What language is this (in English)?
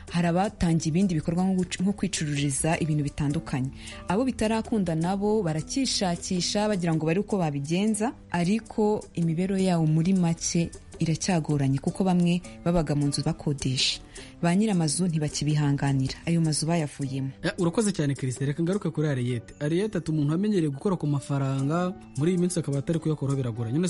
Kinyarwanda